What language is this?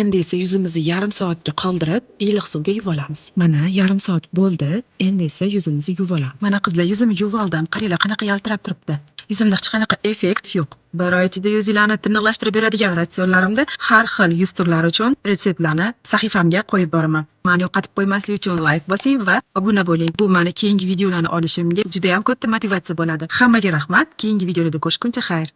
Uzbek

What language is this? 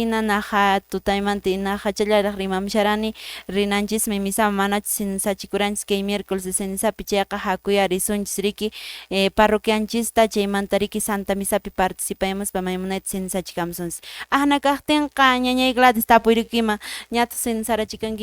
Quechua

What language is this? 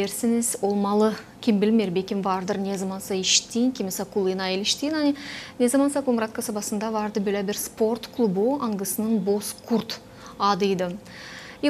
Gagauz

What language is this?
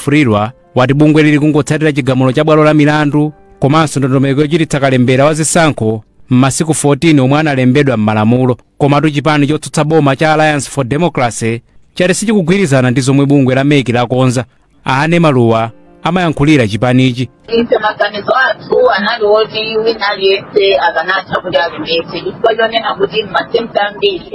Nyanja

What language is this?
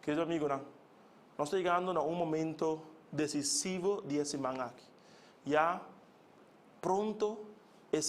Papiamento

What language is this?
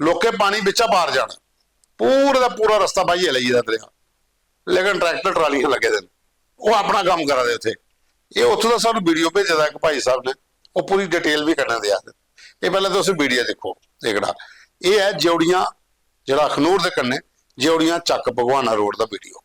Dogri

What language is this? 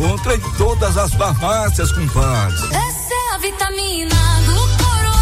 Portuguese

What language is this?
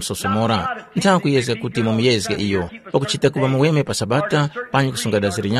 Tumbuka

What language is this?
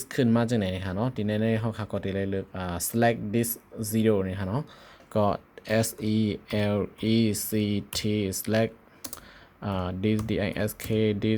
Shan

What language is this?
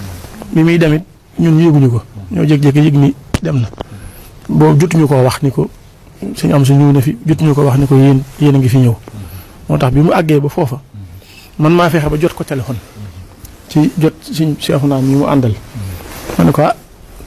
Wolof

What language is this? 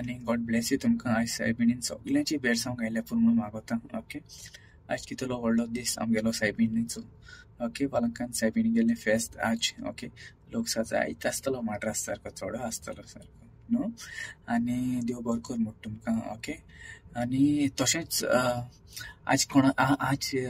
Konkani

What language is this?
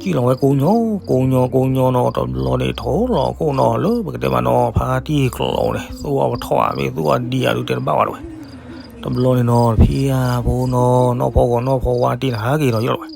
S'gaw Karen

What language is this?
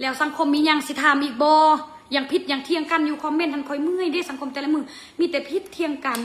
Northeastern Thai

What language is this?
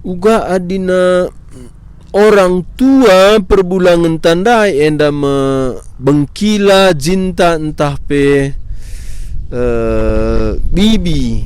Batak Karo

